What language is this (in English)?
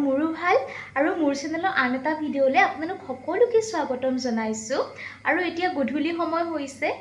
Assamese